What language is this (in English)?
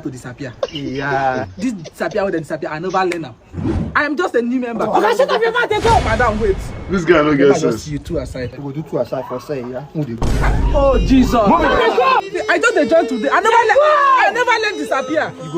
Nigerian Pidgin